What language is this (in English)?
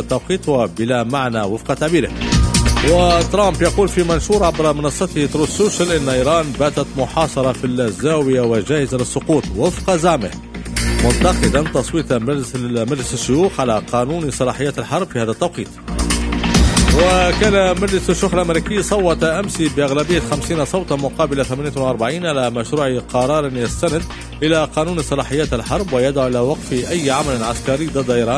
Tunisian Arabic